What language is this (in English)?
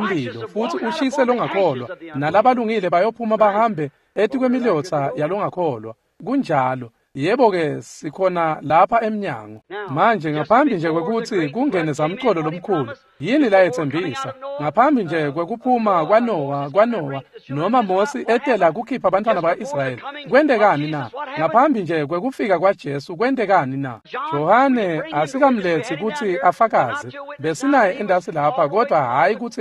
Swati